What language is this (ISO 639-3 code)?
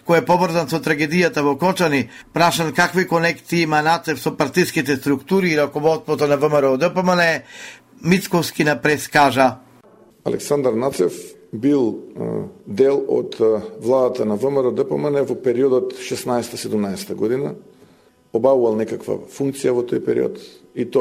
mkd